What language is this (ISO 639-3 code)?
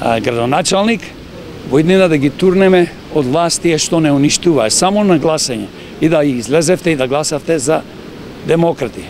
mkd